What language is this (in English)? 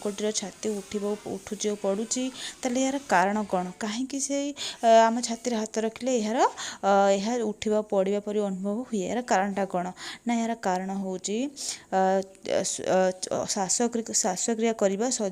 Odia